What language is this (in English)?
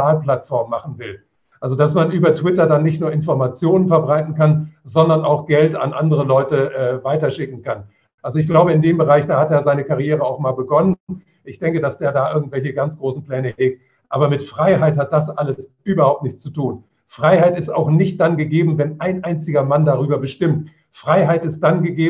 German